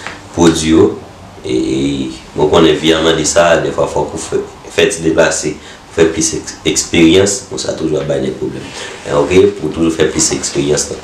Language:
Haitian Creole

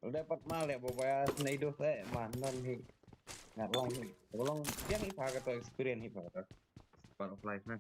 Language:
Khasi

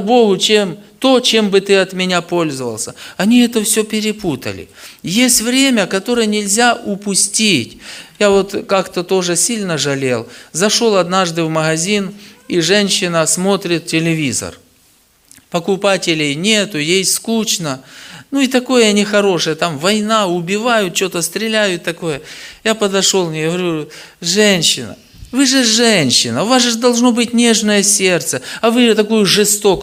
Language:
Russian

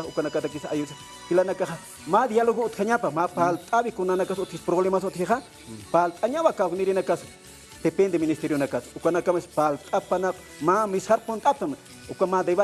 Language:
Aymara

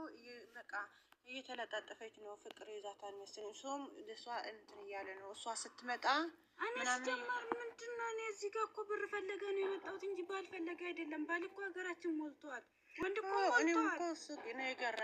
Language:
Amharic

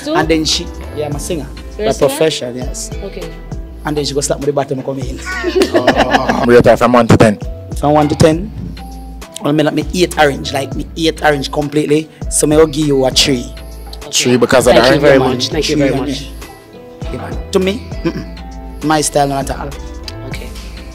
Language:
Jamaican Creole English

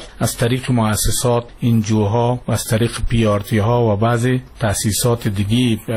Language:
Persian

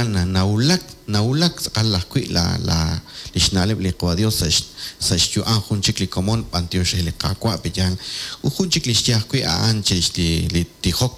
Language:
Kekchí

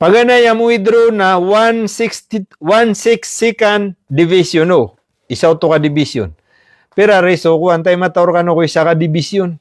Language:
Maranao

